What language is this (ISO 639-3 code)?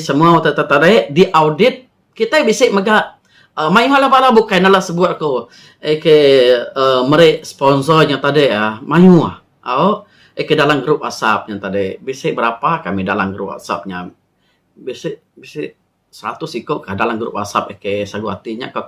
iba